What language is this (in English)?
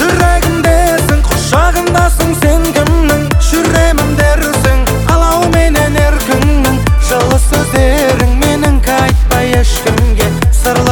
Kazakh